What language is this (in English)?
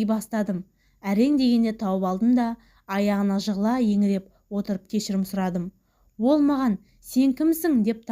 Kazakh